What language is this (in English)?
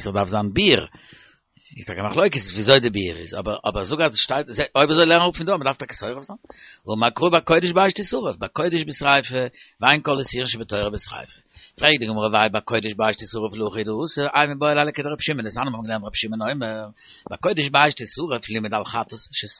Yiddish